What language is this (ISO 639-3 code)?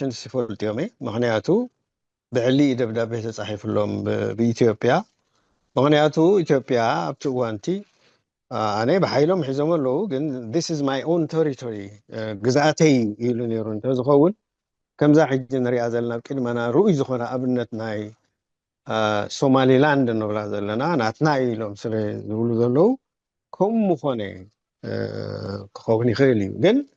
tir